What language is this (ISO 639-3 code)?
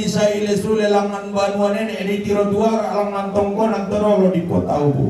sda